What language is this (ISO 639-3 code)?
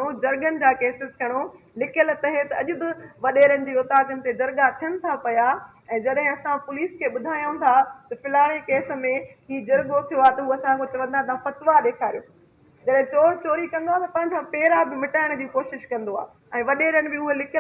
snd